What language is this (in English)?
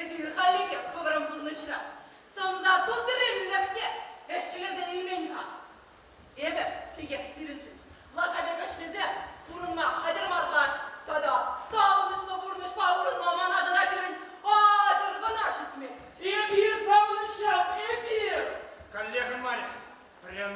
Chuvash